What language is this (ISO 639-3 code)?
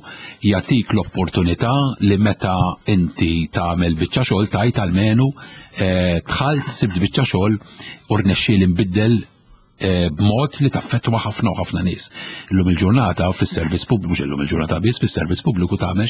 mlt